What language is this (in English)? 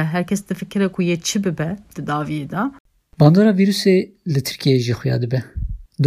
Kurdish